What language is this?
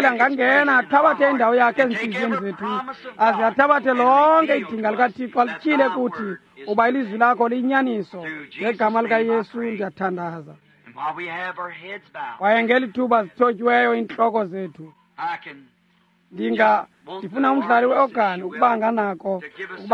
Xhosa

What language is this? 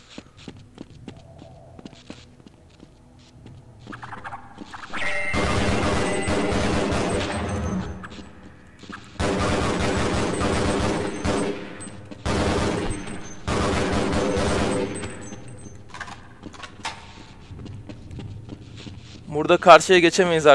Turkish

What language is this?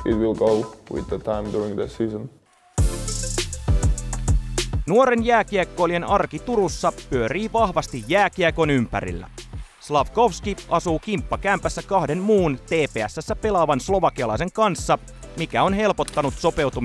Finnish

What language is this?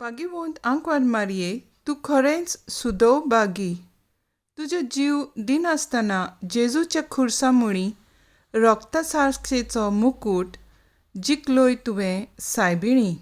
Konkani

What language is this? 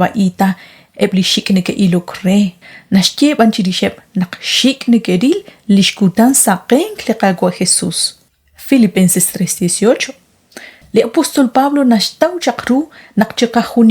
Kekchí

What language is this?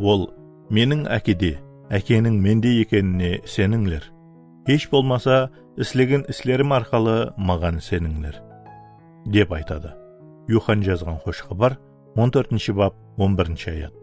Kara-Kalpak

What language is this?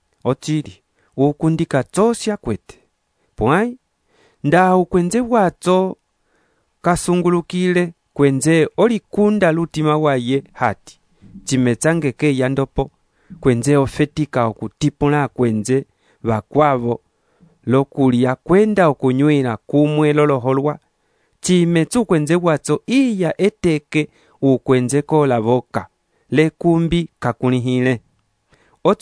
Umbundu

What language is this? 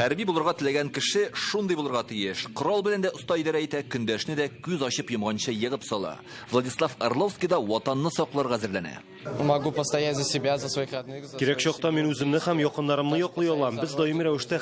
Tatar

